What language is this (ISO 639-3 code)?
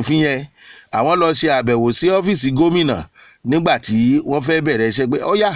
yor